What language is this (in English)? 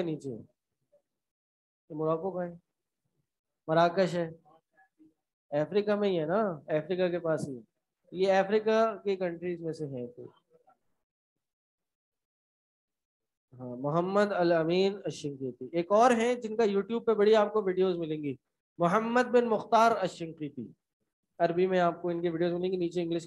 Urdu